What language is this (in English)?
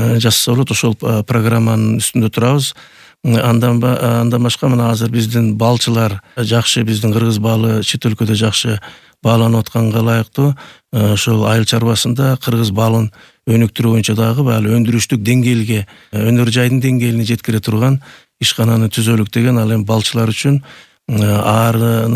Kyrgyz